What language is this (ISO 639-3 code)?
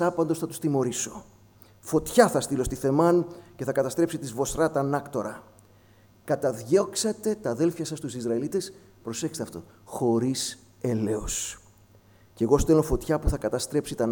ell